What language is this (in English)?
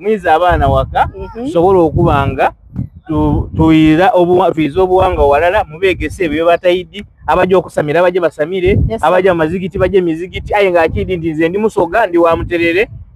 Soga